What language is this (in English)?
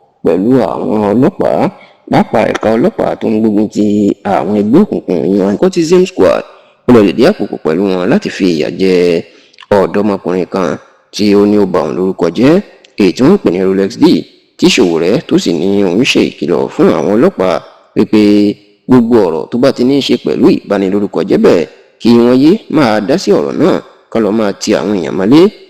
Yoruba